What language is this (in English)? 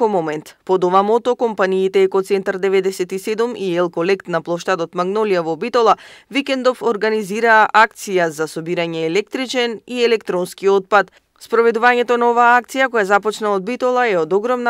Macedonian